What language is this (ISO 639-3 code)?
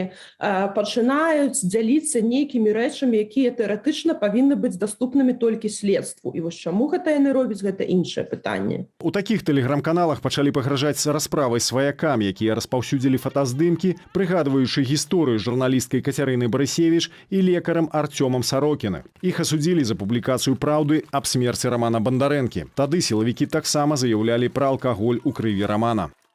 bel